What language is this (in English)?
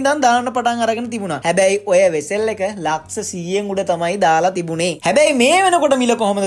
Sinhala